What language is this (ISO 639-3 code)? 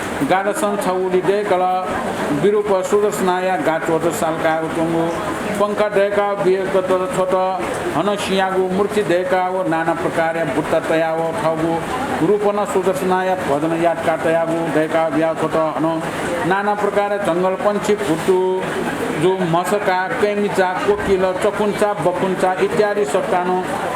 new